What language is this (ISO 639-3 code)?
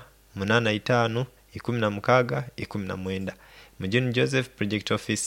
nyn